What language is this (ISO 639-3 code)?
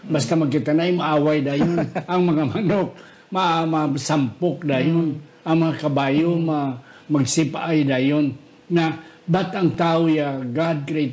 hil